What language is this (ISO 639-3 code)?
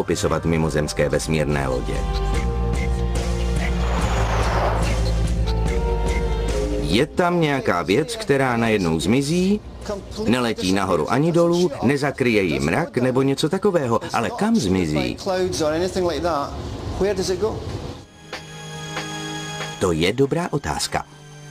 ces